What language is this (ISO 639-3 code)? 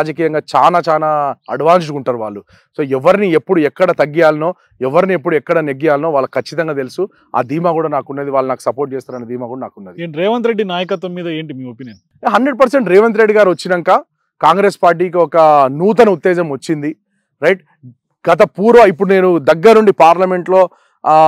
tel